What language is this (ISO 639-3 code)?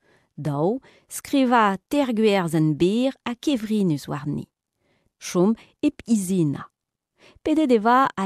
bre